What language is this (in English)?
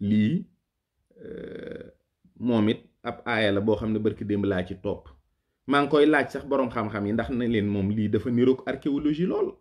Wolof